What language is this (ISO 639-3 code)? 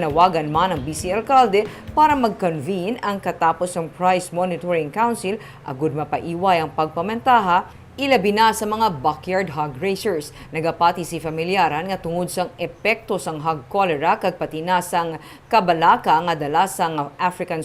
hil